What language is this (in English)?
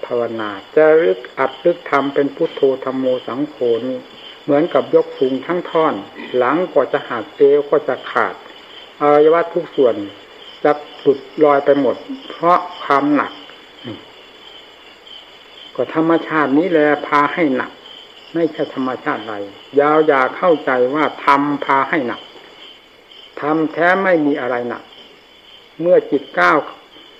Thai